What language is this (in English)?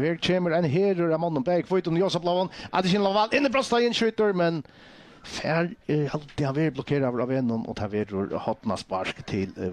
Faroese